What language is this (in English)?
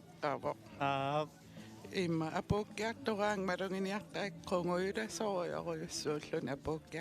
Kalaallisut